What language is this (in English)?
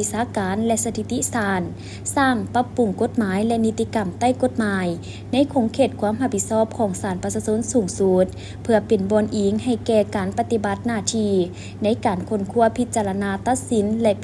Lao